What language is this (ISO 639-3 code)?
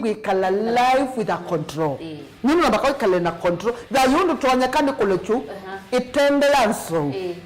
kam